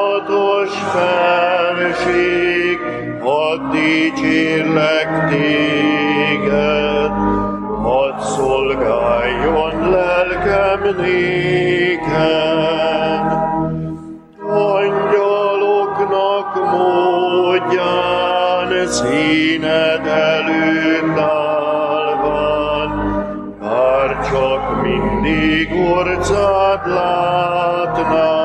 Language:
Hungarian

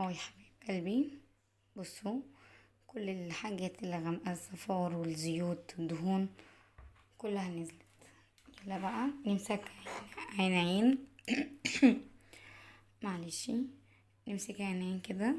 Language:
Egyptian Arabic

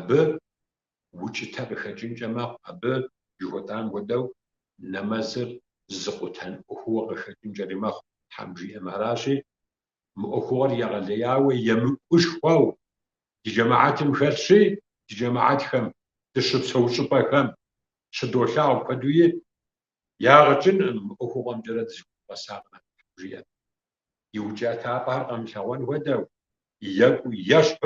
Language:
Kabardian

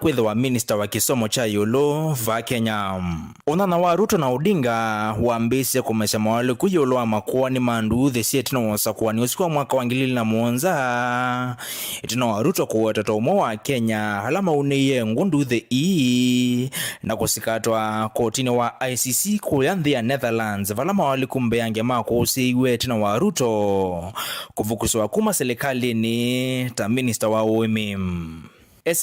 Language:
Kamba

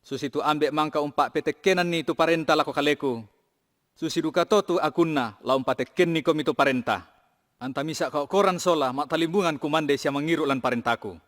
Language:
Toraja-Sa'dan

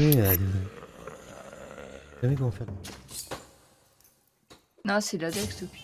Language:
French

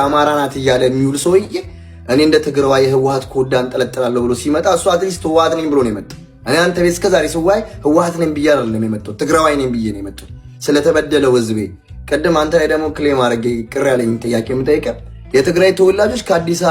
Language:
Amharic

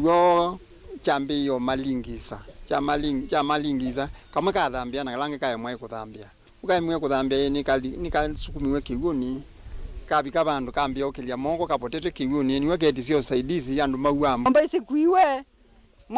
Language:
Kamba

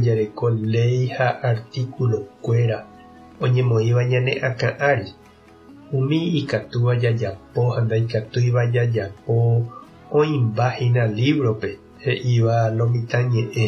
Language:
Guarani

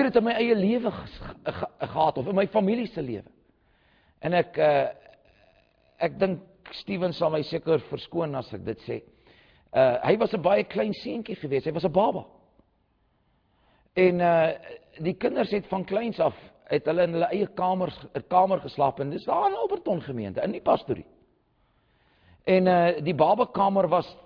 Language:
Afrikaans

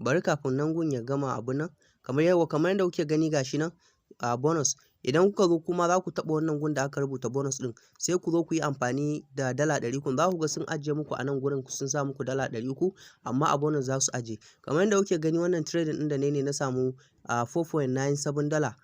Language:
Hausa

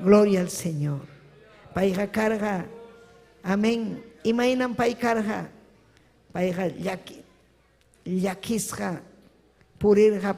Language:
Ayacucho Quechua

